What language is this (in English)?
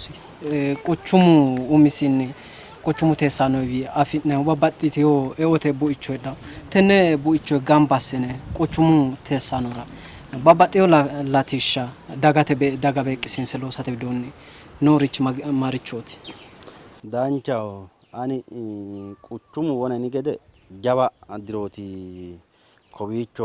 Sidamo